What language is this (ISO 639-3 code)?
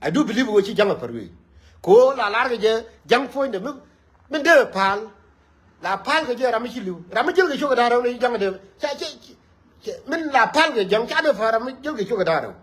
nus